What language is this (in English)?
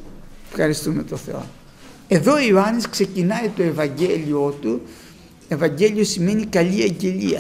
Greek